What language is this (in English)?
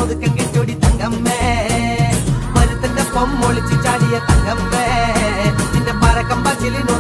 Malayalam